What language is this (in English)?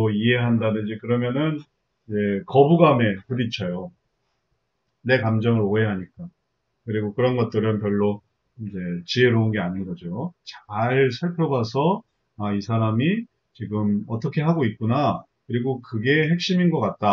Korean